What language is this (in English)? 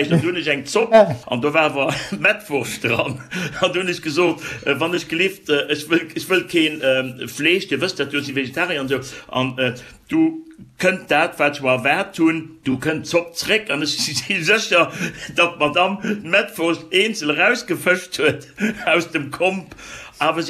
Luxembourgish